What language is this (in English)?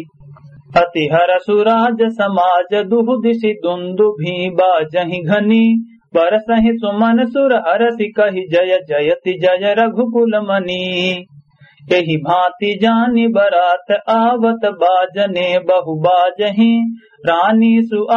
Awadhi